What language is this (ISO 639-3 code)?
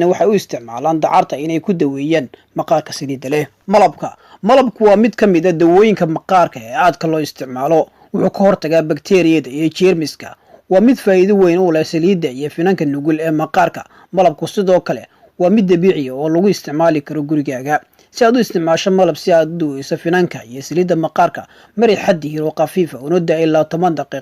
som